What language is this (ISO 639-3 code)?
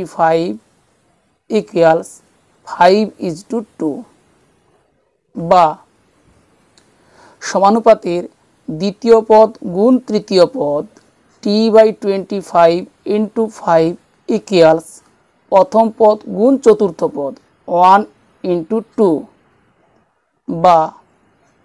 ben